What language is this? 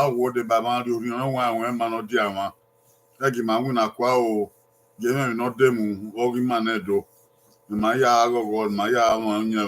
Bini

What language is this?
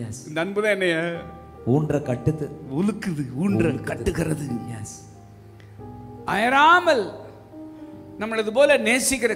Tamil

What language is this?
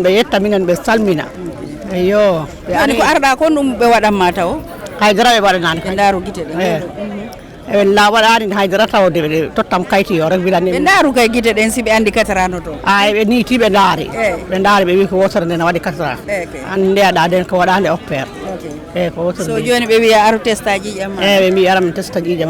Fula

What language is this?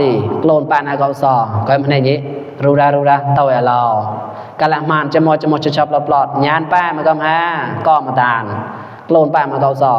Mon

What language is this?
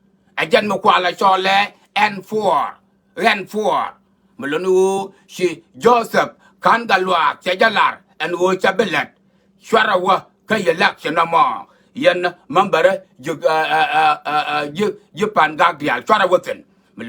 Nuer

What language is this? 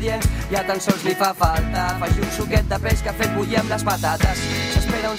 Catalan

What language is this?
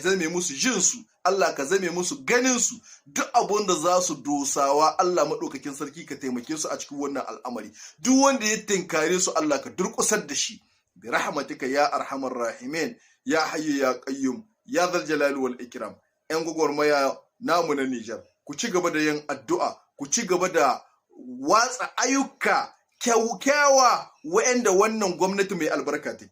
Hausa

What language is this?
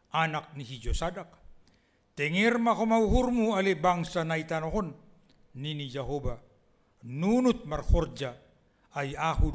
Batak Simalungun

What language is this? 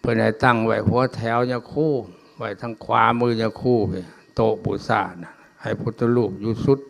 Lao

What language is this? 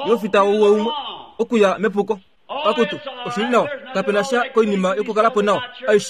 Kuanyama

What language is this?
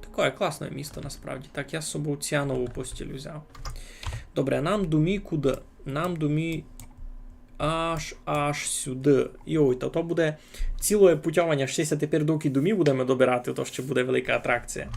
Rusyn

